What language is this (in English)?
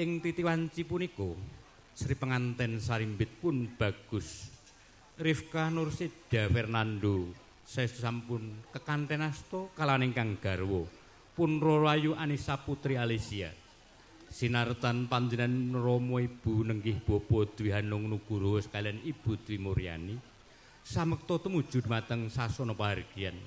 Javanese